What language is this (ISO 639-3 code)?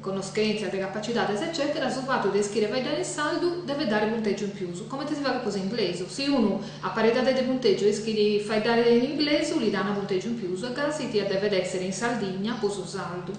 srd